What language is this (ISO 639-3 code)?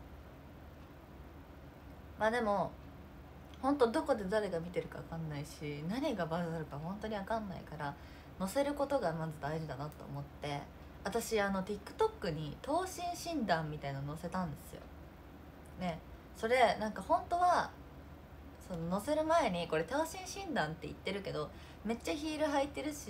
jpn